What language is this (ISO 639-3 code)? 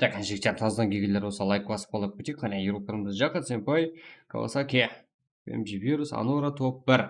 kaa